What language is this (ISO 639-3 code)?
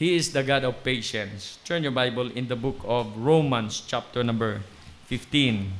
hil